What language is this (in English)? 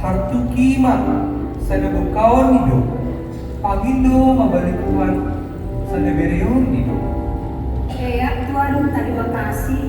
Batak Simalungun